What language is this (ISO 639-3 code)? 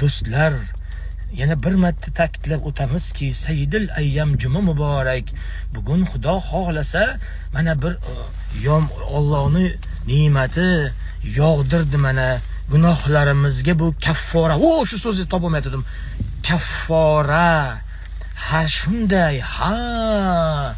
uzb